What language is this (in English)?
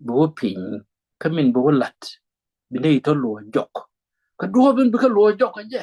Nuer